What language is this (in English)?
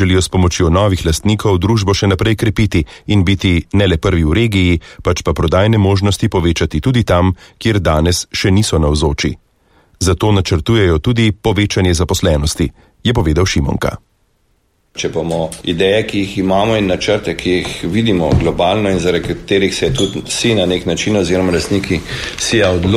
Slovenian